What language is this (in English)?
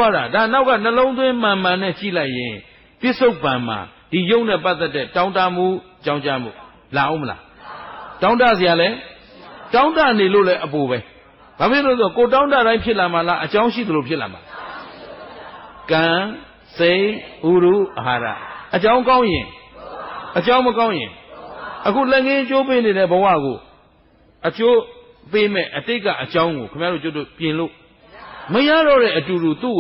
Burmese